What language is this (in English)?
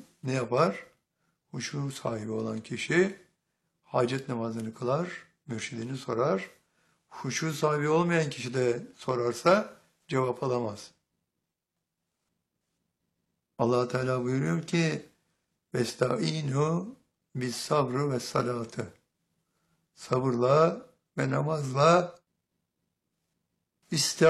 Turkish